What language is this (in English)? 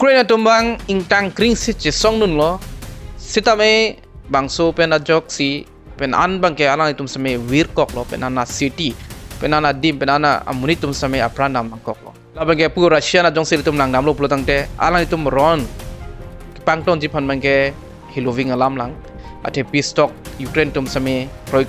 Karbi